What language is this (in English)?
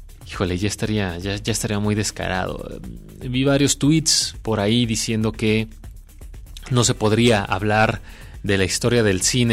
Spanish